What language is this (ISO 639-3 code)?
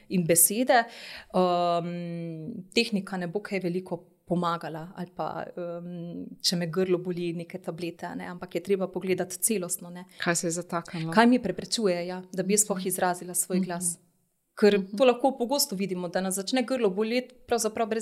slv